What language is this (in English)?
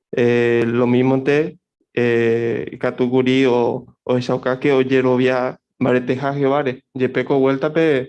Guarani